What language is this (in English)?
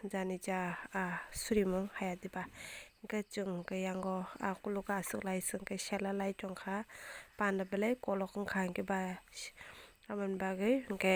Kok Borok